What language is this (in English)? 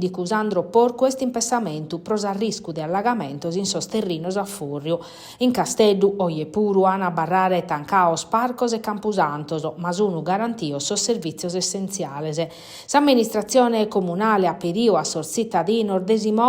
Sardinian